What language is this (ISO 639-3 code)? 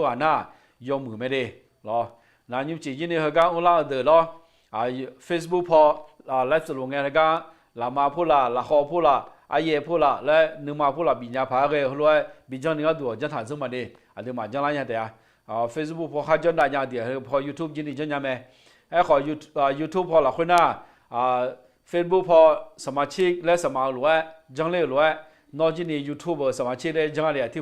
ahk